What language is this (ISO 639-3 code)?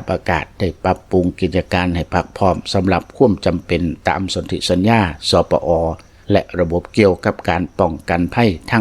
lao